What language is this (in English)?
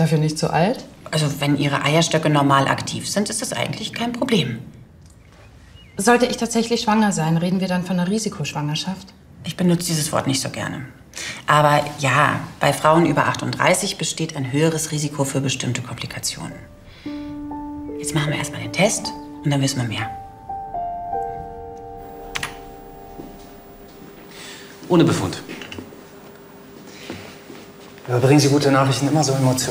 German